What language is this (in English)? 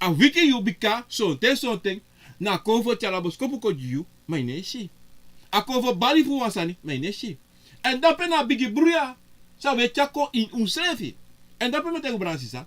Sranan Tongo